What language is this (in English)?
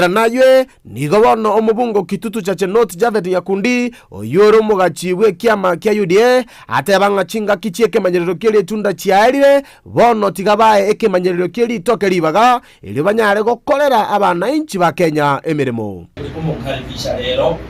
Gusii